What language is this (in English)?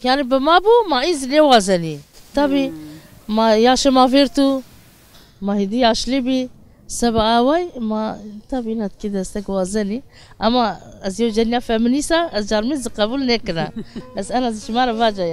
Zaza